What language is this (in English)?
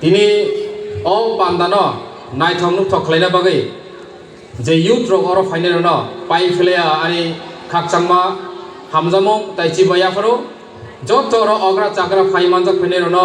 Kok Borok